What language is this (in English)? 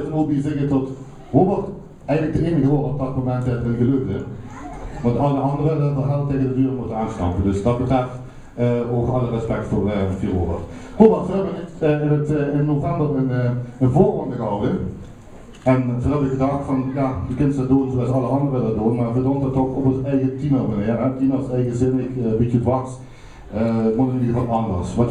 Limburgish